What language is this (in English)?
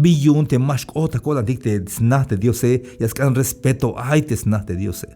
Tzeltal